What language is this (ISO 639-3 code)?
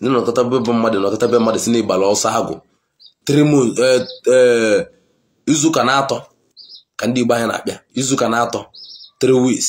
ibo